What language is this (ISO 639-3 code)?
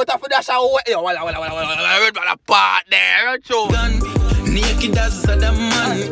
jam